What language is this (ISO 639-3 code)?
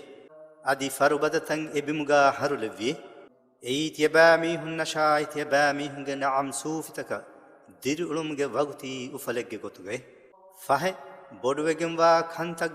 div